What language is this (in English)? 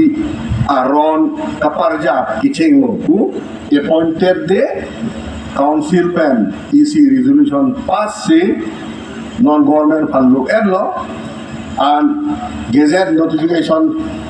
Karbi